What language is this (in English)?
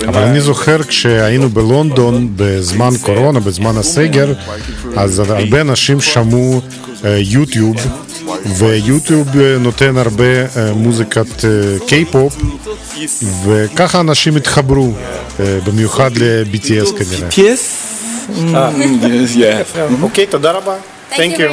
Hebrew